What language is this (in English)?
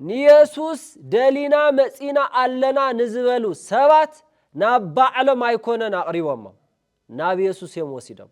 Tigrinya